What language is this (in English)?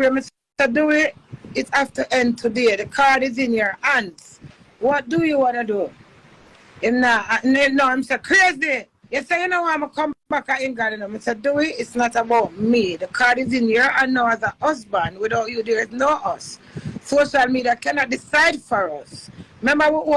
Jamaican Creole English